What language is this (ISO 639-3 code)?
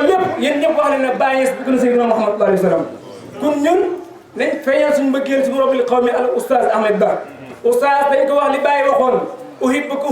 wol